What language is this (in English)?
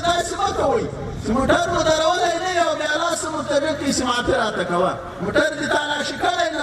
Pashto